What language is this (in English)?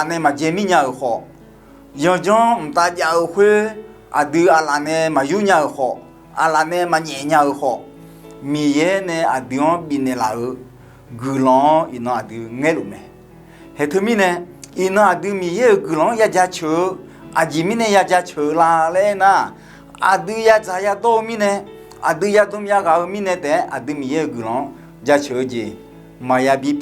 Akha